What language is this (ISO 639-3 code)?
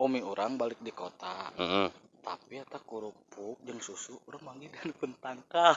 sun